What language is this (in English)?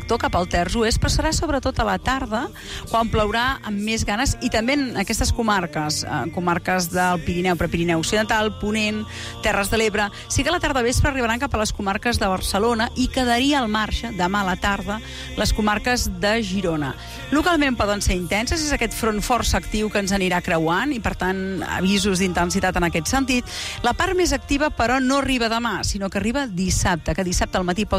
Catalan